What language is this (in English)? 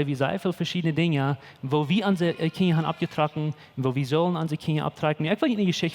Plautdietsch